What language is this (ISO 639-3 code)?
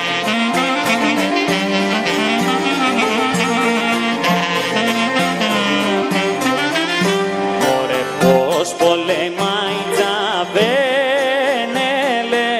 ell